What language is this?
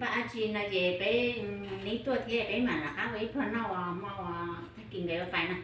Hmong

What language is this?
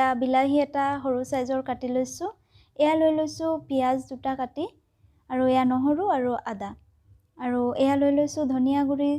Assamese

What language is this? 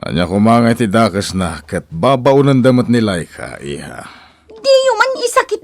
Iloko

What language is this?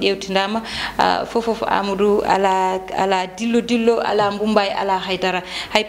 Fula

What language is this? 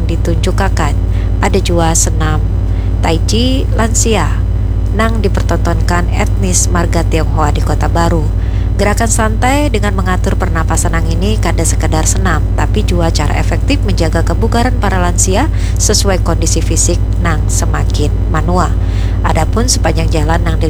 Banjar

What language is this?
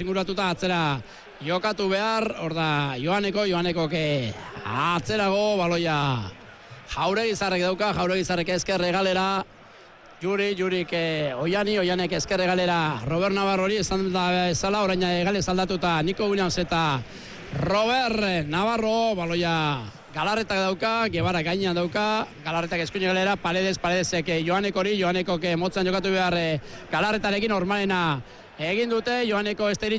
Basque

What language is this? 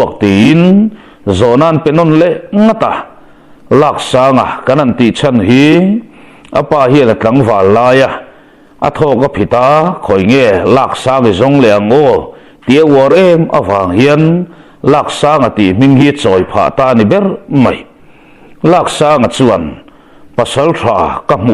Mizo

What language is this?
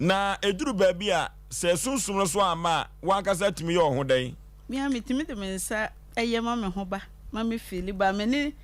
Akan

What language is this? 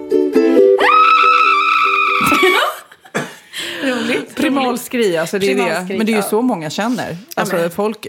Swedish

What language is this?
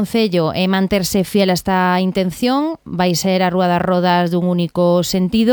Galician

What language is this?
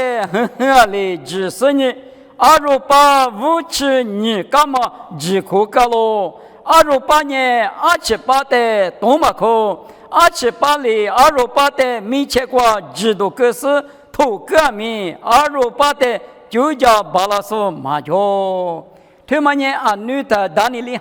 Lisu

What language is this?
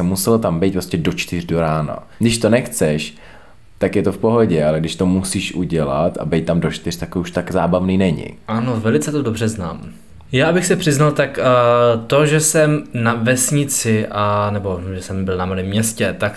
Czech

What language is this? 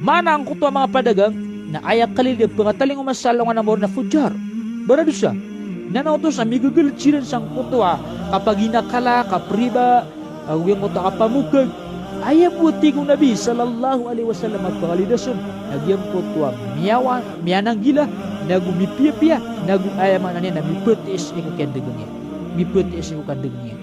Maranao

